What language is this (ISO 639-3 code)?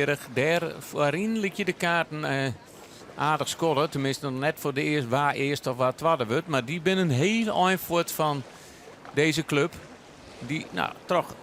fry